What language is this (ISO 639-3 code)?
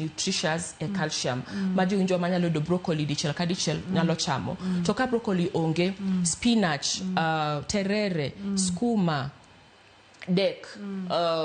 luo